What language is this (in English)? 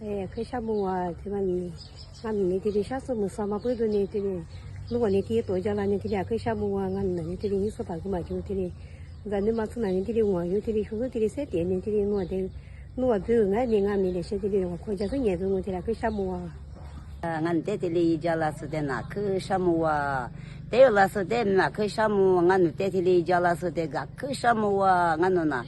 Lisu